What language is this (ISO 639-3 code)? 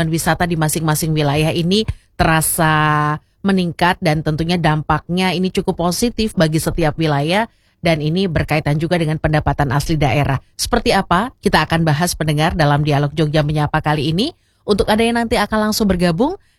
ind